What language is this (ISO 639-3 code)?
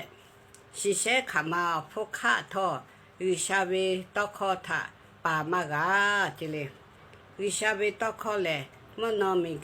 lhu